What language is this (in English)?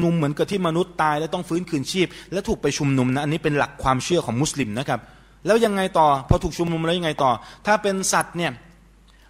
Thai